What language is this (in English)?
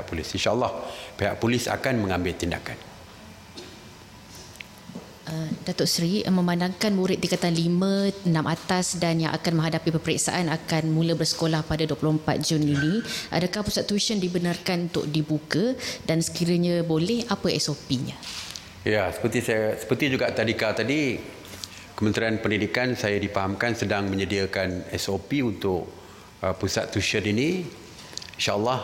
Malay